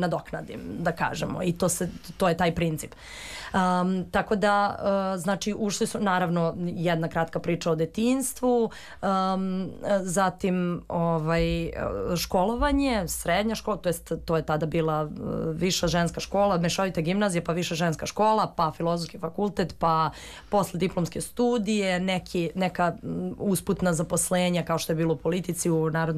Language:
Serbian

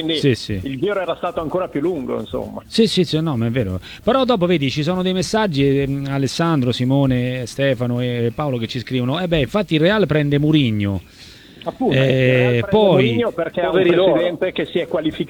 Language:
Italian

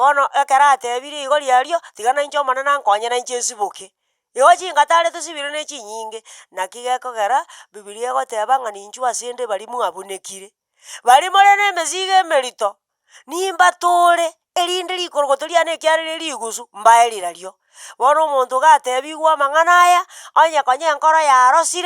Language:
Gusii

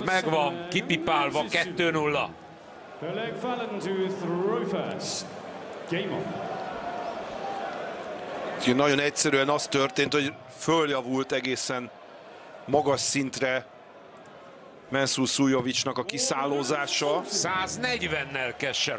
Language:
Hungarian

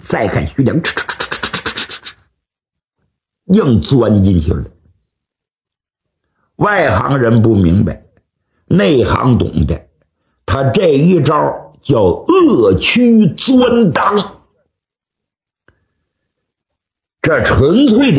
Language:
Chinese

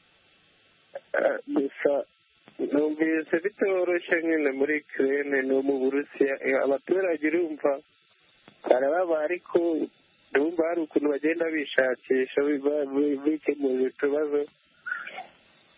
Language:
Kinyarwanda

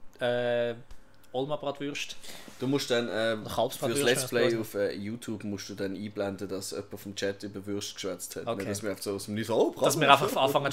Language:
Swiss German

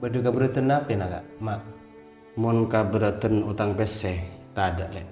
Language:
Madurese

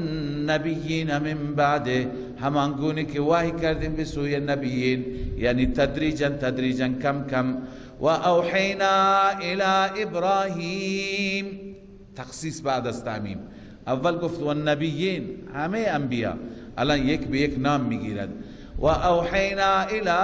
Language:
Persian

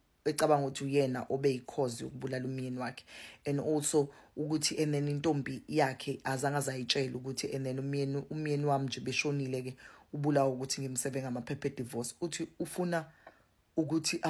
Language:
Zulu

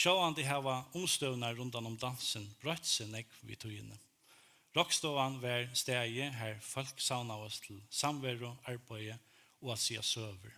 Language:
Faroese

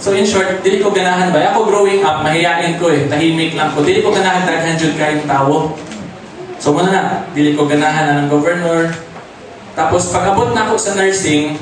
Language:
Cebuano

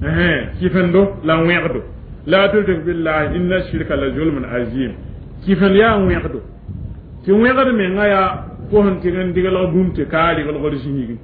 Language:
Mossi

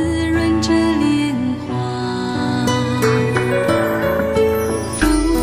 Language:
Chinese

